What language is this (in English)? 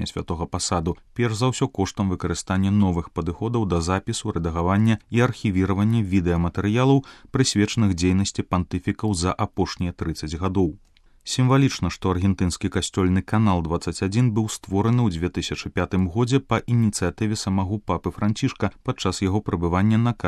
Belarusian